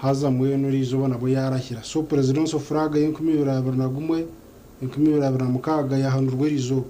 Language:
Nyankole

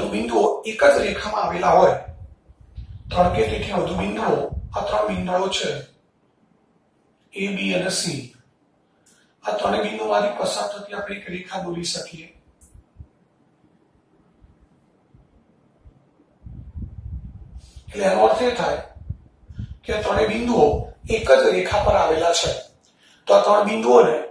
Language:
Gujarati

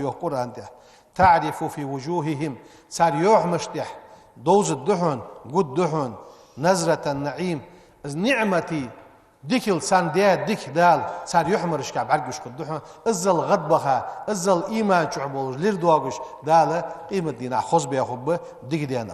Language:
Ingush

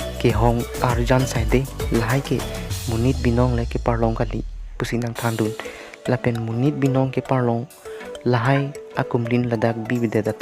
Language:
Karbi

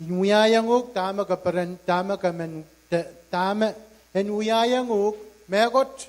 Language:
Pohnpeian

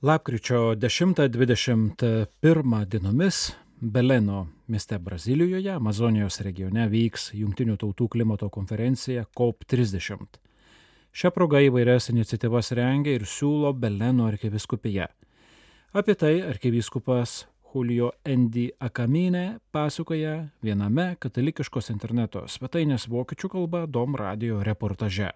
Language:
Lithuanian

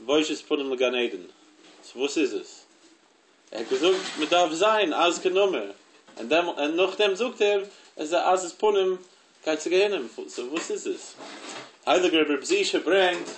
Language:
Yiddish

